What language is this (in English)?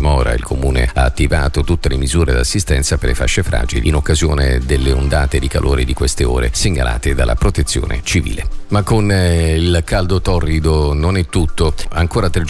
Italian